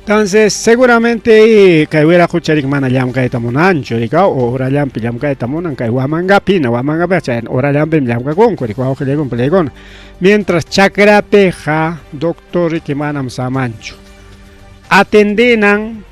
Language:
Ayacucho Quechua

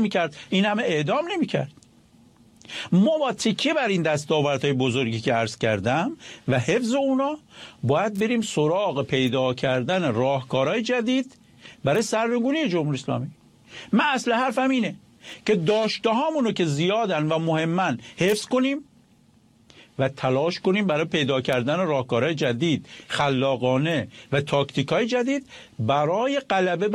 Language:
Persian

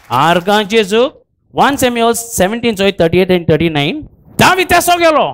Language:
Konkani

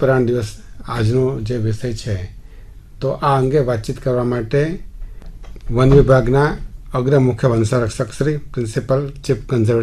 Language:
Gujarati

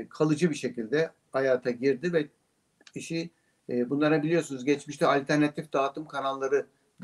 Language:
Turkish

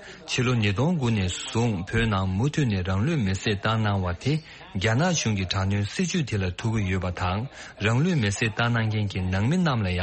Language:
Tibetan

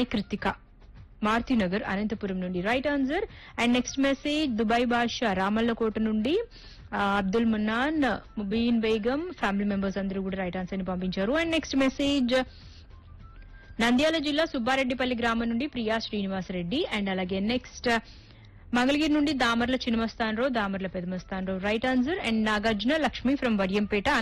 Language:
Telugu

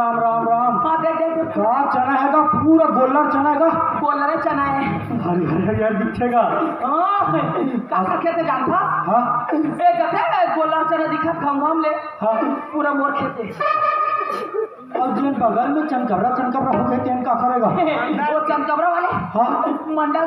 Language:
Chhattisgarhi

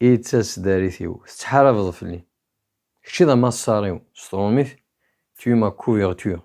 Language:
Kabyle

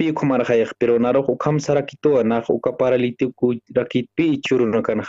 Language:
Aymara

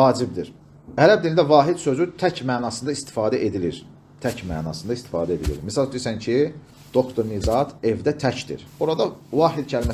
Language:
Azerbaijani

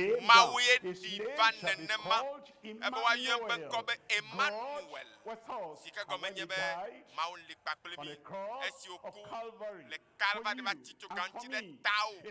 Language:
Ewe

